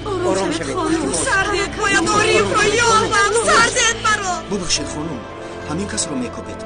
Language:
Tajik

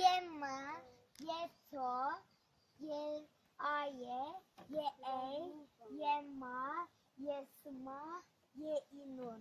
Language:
Zaza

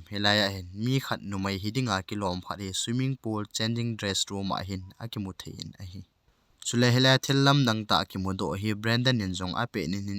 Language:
Thado Chin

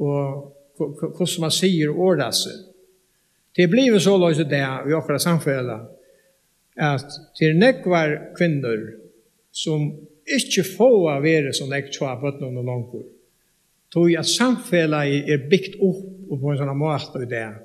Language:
Faroese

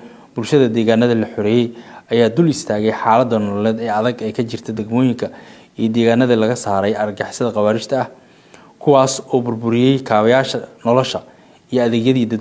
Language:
Somali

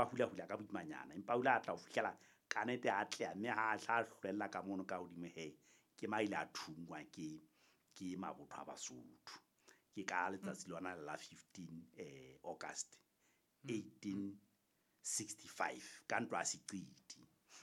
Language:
Southern Sotho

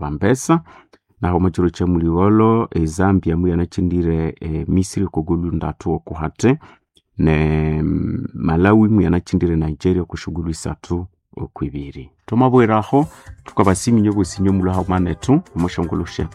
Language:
Nande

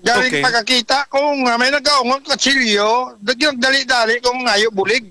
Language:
Hiligaynon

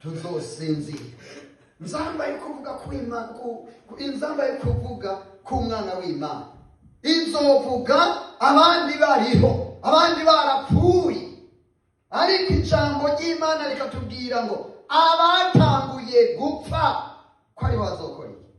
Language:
Rundi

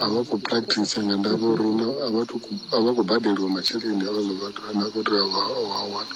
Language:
Venda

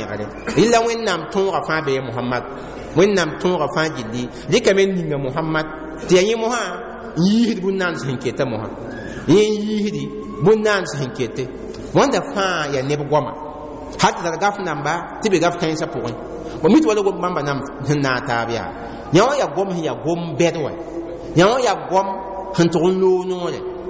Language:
Mossi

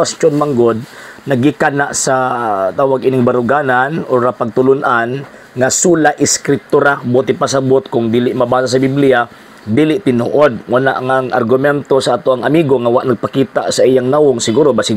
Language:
Cebuano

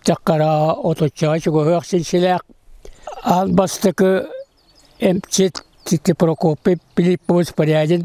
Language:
Yakut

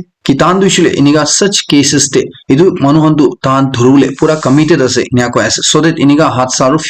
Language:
Naga Pidgin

